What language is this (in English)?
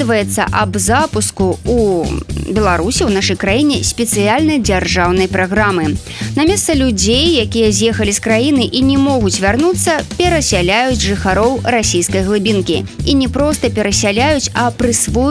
Belarusian